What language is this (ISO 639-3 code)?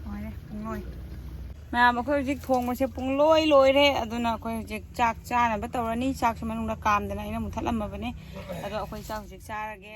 mni